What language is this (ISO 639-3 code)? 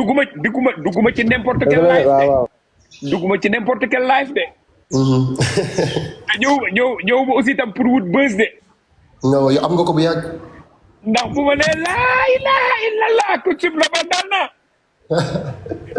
wol